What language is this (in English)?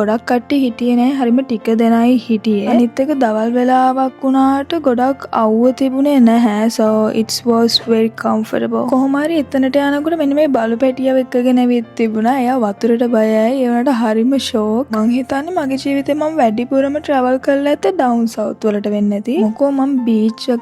Sinhala